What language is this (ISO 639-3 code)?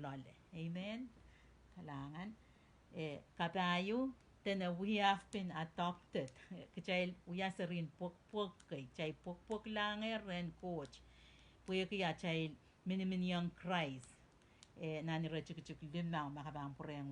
pon